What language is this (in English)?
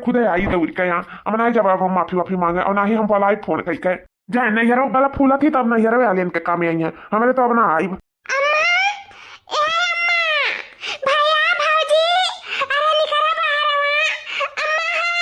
Awadhi